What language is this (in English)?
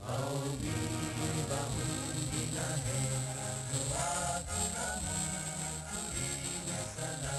Divehi